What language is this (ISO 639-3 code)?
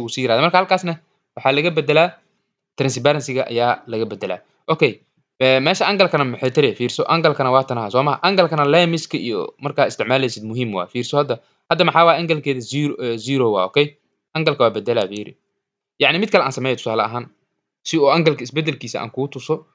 som